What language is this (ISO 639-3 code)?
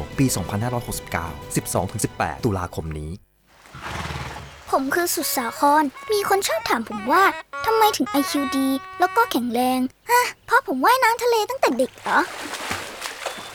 tha